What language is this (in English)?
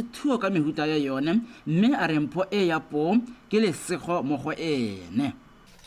Tswana